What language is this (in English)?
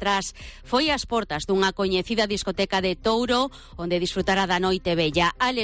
Galician